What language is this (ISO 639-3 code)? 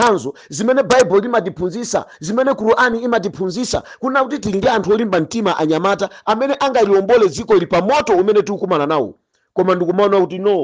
nya